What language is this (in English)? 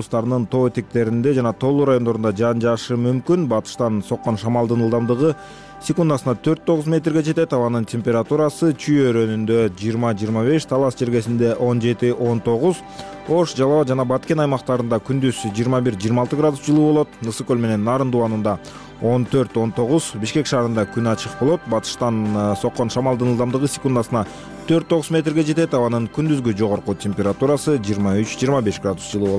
Kyrgyz